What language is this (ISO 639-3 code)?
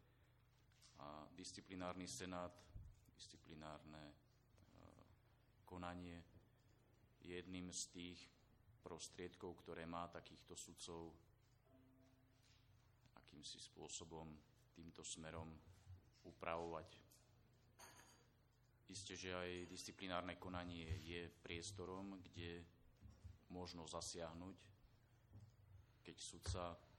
slk